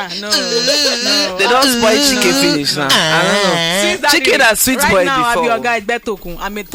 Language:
Nigerian Pidgin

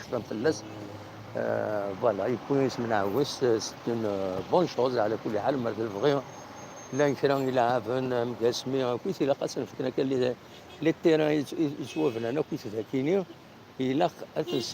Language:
Kabyle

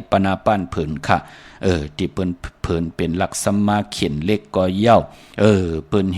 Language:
Shan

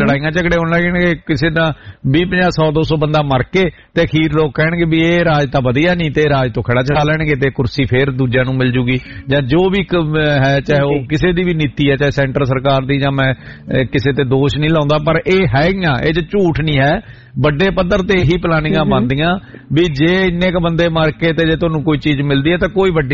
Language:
Punjabi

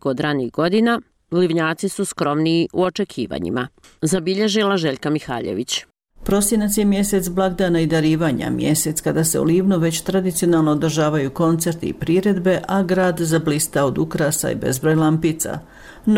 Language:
Croatian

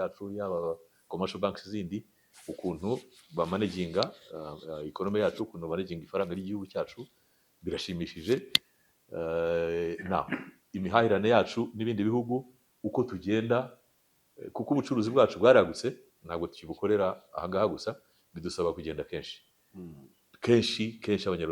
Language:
Kinyarwanda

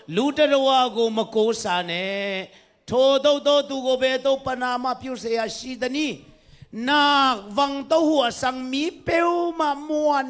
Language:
Tedim Chin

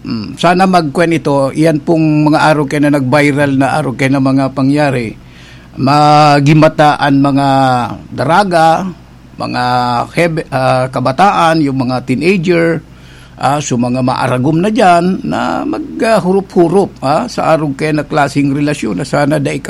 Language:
Bikol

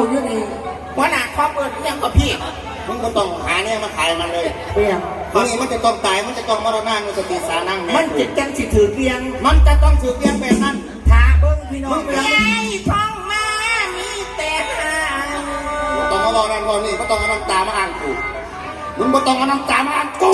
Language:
Northeastern Thai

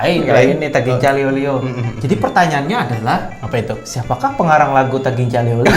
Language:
Banjar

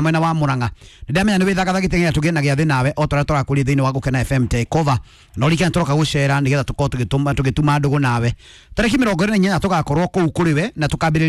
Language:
Kikuyu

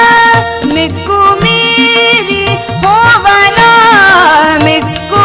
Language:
Kannada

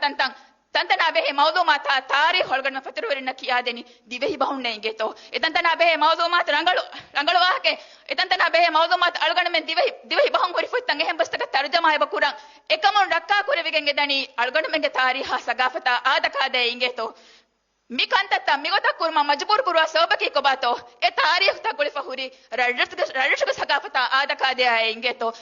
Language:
Divehi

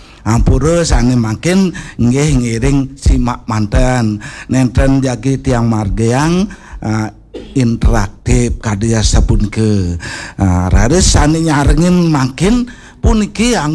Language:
Balinese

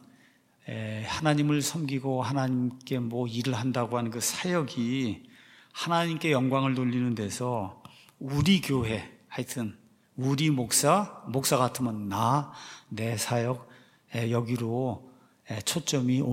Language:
Korean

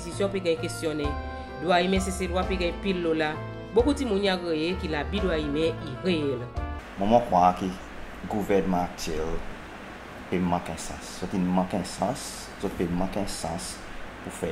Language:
Seselwa Creole French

